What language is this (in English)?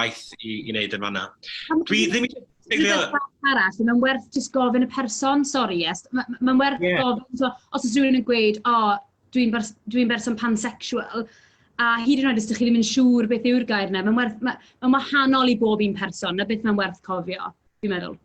Welsh